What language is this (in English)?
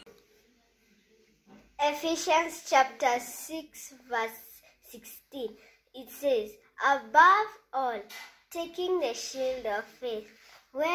English